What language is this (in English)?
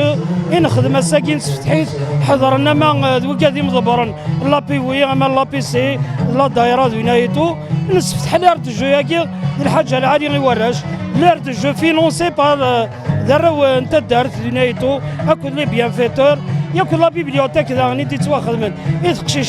Kabyle